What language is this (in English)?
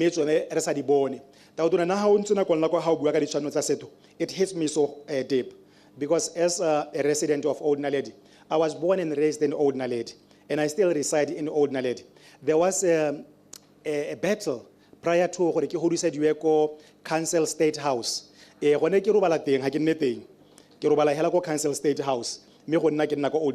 Tswana